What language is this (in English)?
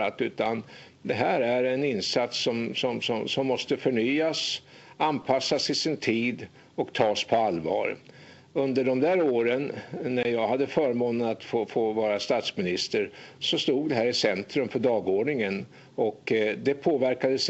Swedish